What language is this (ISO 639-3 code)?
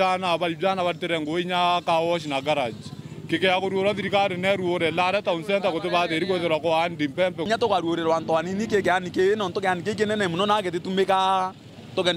mer